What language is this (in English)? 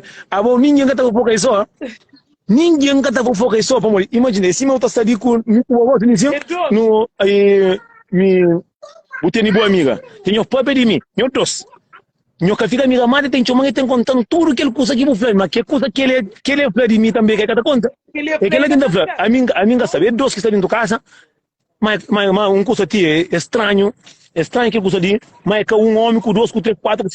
Kabuverdianu